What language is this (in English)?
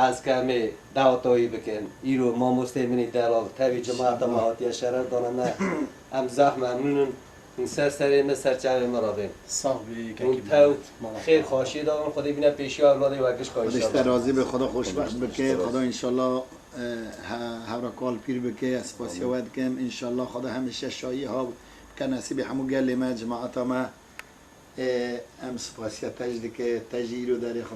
Kurdish